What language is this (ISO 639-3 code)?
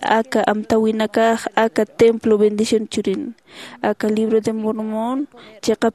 aym